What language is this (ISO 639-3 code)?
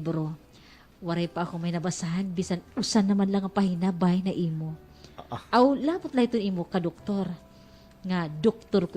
war